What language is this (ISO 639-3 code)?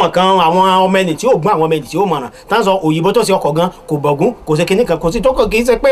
yor